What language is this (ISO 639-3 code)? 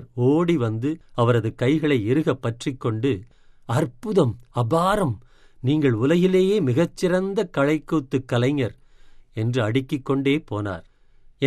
tam